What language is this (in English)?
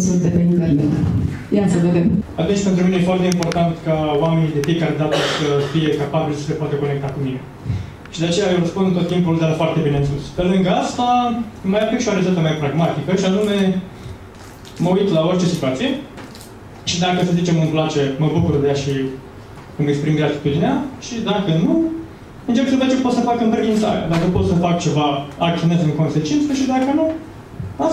Romanian